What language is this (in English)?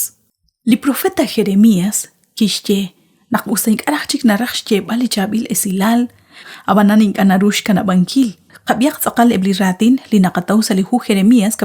Kekchí